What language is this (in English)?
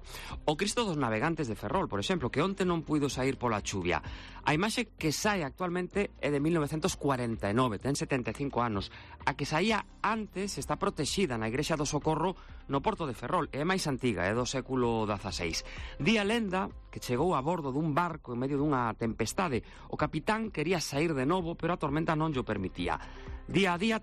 Galician